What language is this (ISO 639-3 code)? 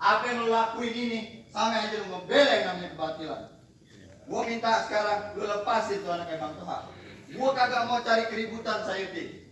bew